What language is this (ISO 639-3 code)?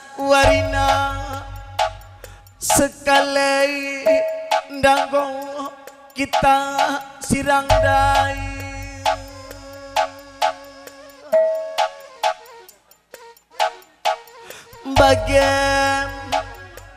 btx